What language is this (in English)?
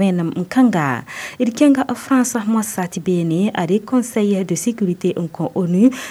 Mossi